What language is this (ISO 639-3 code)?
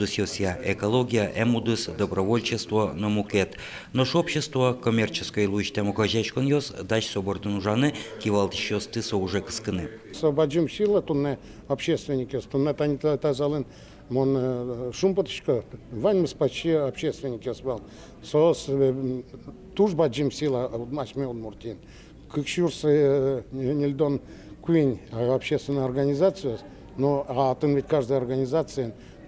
udm